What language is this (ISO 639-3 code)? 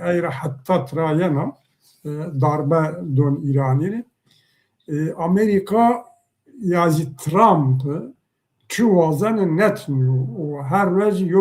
zza